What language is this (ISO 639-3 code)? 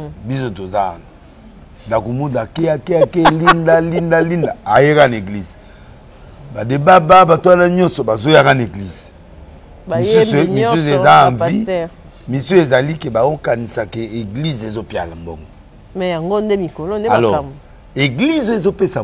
lin